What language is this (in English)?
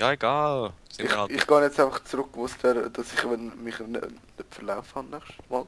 Swiss German